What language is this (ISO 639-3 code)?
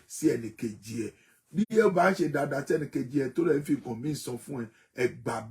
yor